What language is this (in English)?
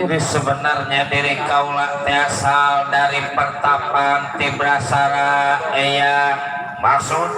Betawi